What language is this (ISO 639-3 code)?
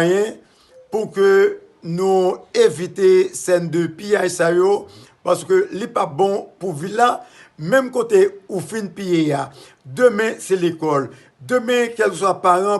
hat